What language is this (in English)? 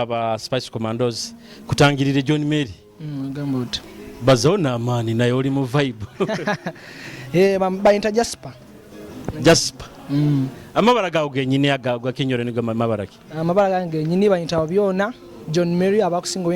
Nyoro